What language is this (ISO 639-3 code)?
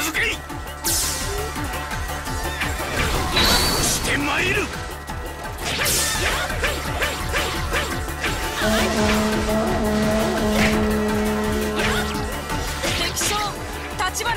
jpn